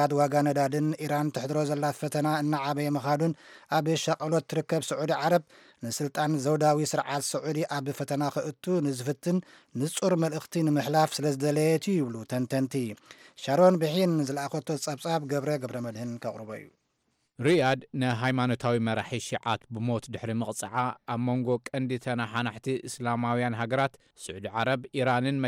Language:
Tigrinya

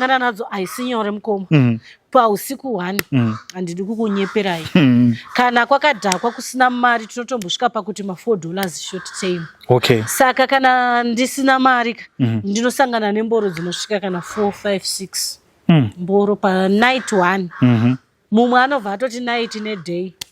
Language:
Shona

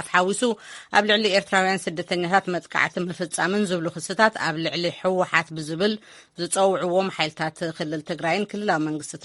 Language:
Tigrinya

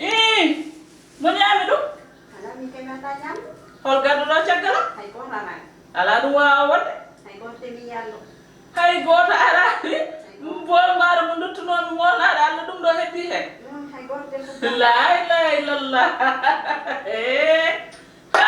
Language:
Fula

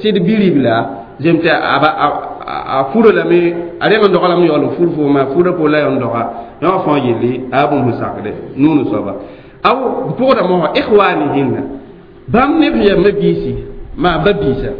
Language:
Mossi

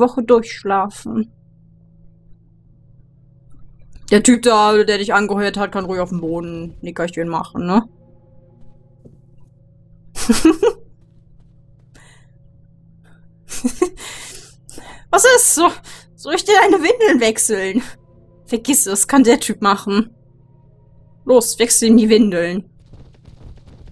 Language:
German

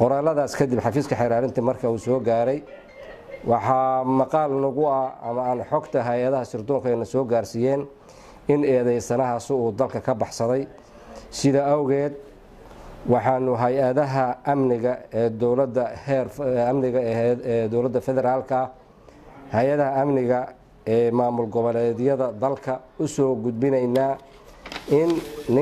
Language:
Somali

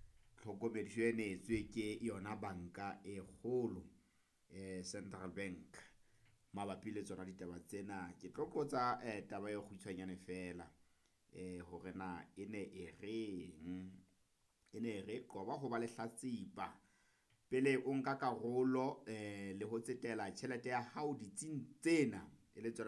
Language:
Southern Sotho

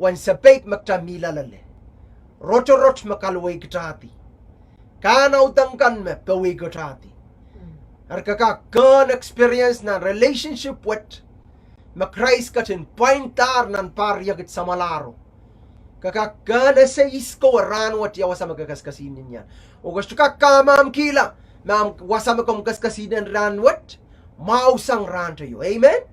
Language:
Pohnpeian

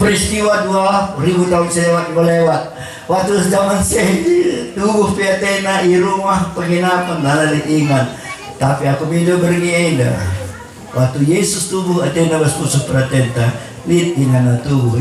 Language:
Batak Karo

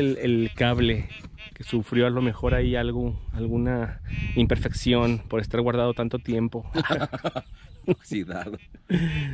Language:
Spanish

